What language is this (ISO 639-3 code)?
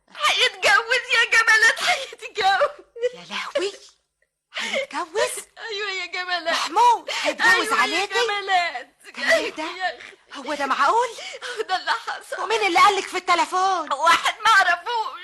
arz